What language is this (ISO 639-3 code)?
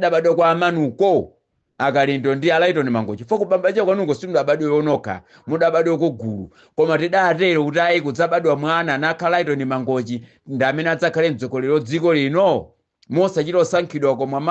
nya